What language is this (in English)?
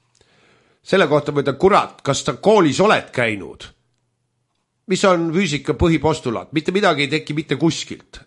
Estonian